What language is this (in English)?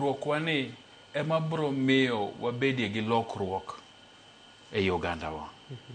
Luo (Kenya and Tanzania)